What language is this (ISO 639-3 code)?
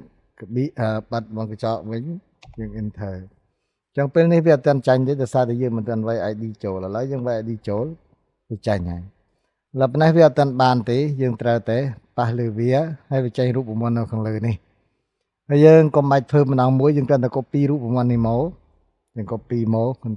khm